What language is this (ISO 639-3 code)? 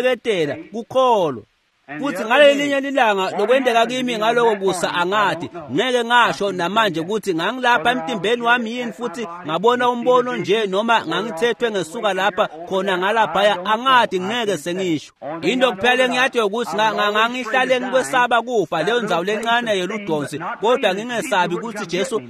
ssw